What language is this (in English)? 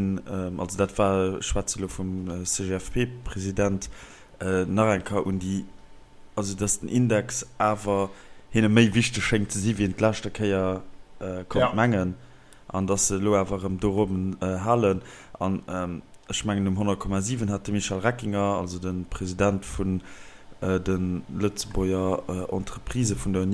Luxembourgish